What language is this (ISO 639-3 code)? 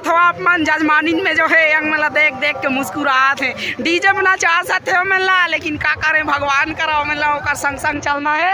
hne